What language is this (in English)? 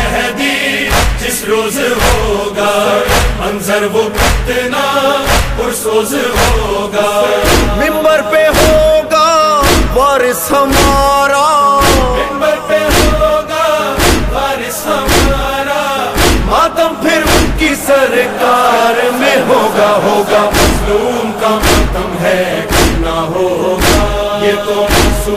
Urdu